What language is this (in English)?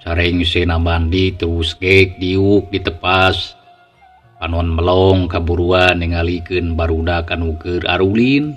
Sundanese